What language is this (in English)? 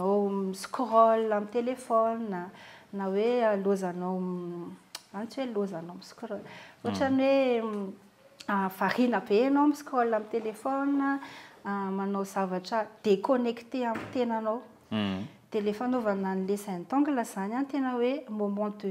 Malagasy